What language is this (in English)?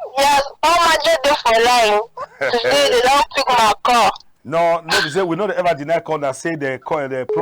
Cameroon Pidgin